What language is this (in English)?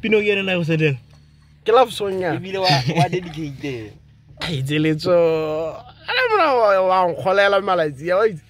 Tswana